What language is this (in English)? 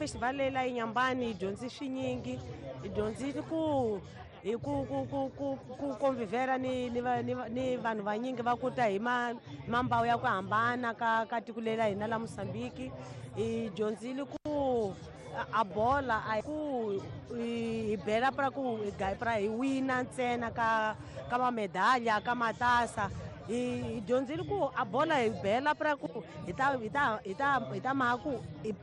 Tsonga